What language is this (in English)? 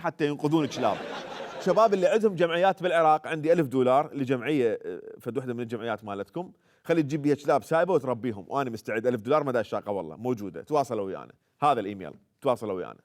Mesopotamian Arabic